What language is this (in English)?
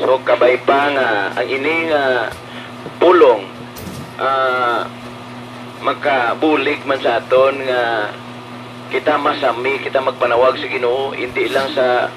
Hiligaynon